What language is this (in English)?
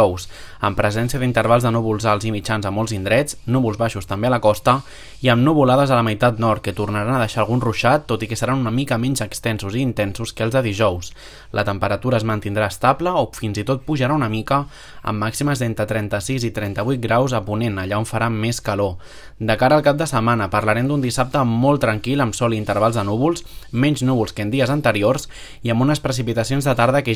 Catalan